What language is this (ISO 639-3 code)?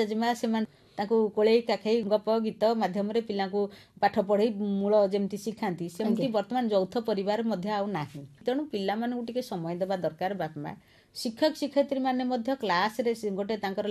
ori